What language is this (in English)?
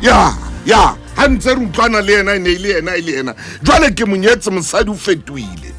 Southern Sotho